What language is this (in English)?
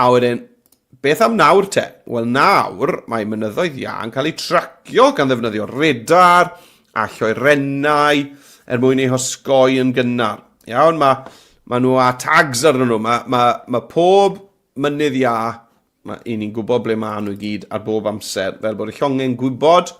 Welsh